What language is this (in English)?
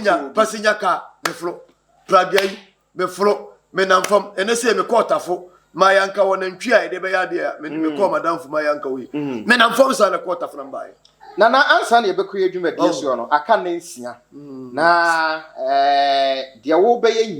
Akan